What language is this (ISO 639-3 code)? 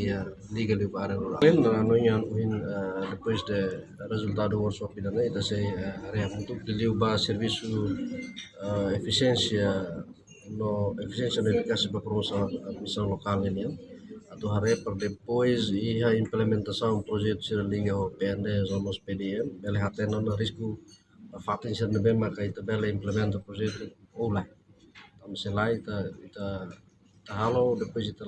tet